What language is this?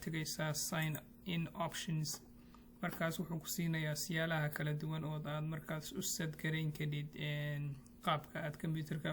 Somali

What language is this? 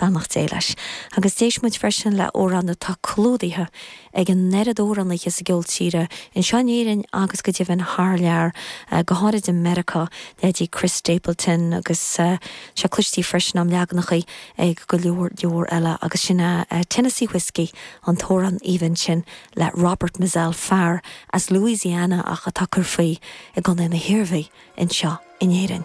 Irish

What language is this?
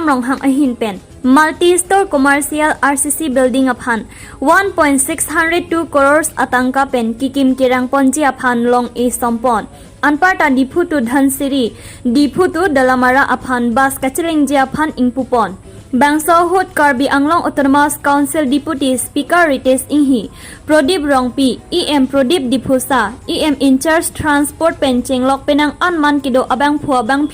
Karbi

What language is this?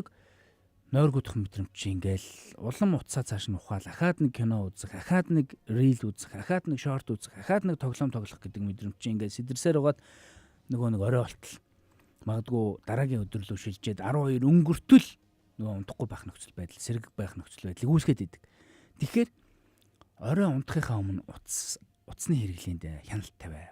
Mongolian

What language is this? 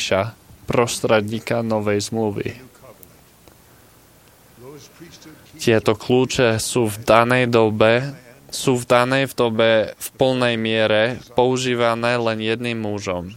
Slovak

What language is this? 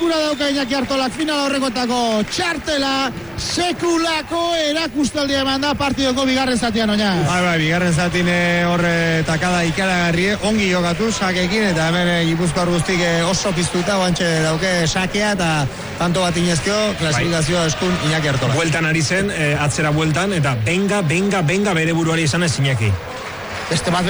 Basque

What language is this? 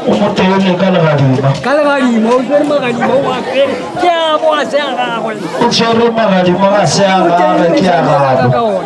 Northern Sotho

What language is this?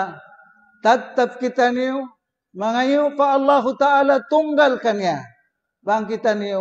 Tausug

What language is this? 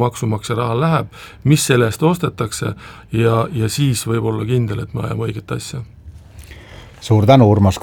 Estonian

